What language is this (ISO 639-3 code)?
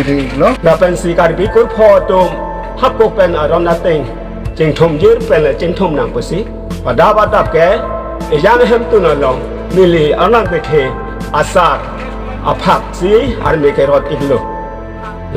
mjw